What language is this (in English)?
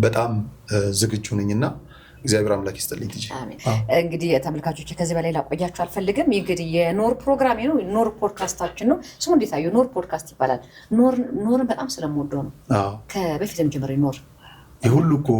Amharic